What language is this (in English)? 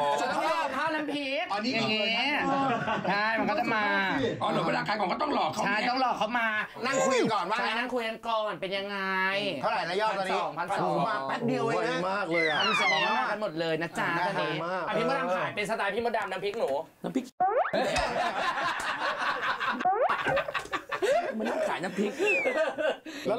Thai